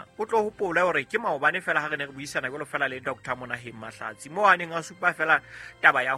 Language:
Southern Sotho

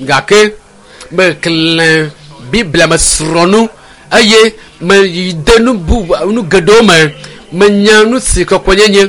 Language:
Ewe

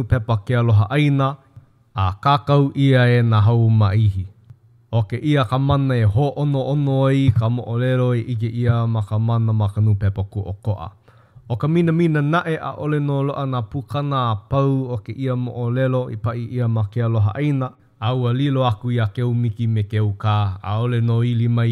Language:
Hawaiian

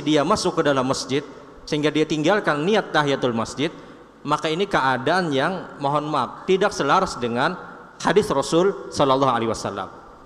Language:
Indonesian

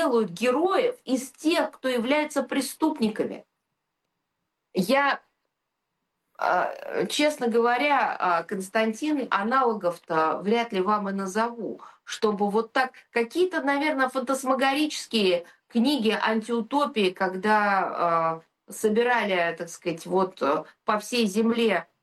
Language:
Russian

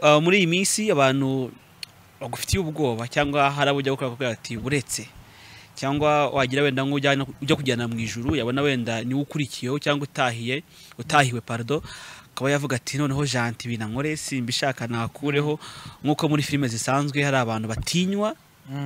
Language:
Kinyarwanda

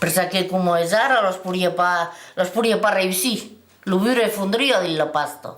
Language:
Occitan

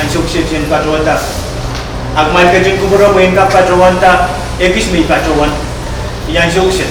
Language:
Pohnpeian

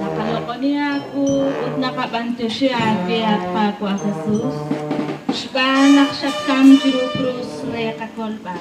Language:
Kekchí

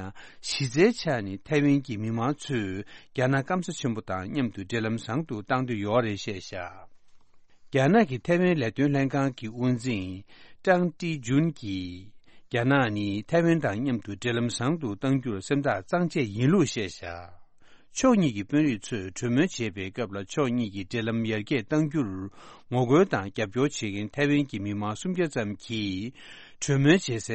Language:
Tibetan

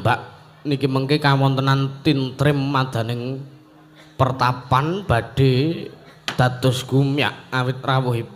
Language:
Javanese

